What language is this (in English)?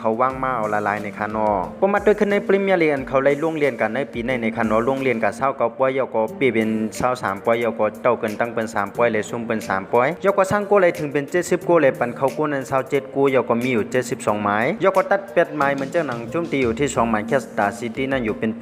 Shan